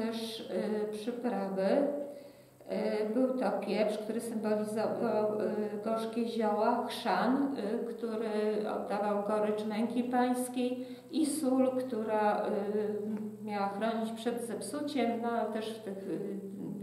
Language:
Polish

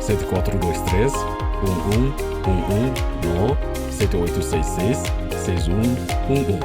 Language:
Tetum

